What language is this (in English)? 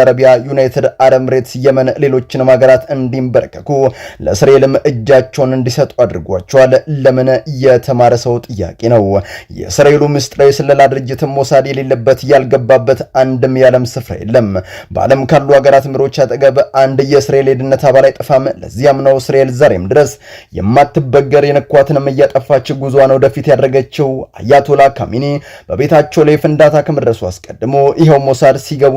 Amharic